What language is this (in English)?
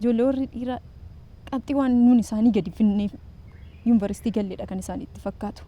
Oromo